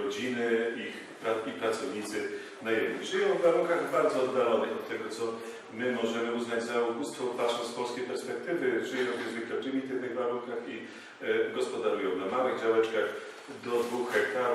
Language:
Polish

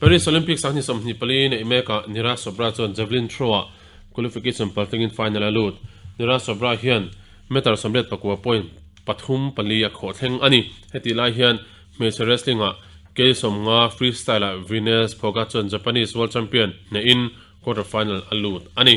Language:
Mizo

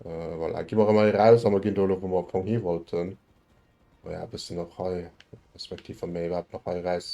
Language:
Luxembourgish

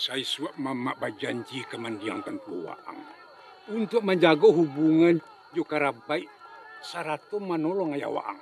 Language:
Minangkabau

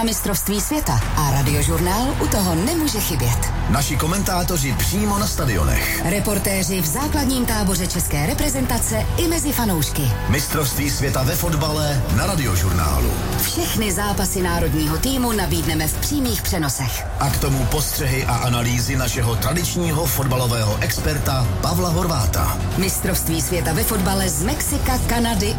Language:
Czech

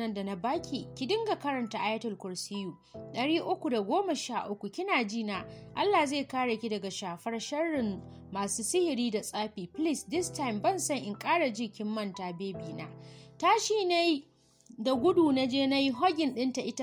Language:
Hausa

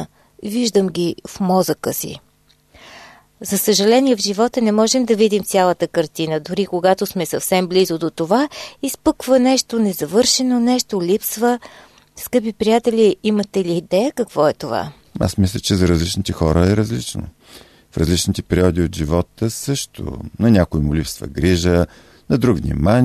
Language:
Bulgarian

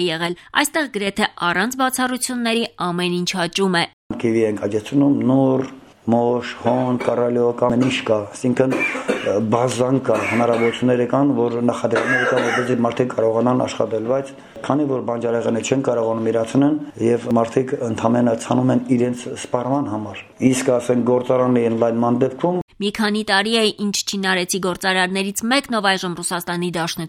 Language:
Armenian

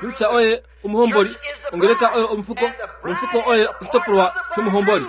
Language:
Kuanyama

